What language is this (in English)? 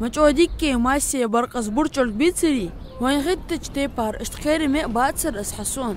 Ingush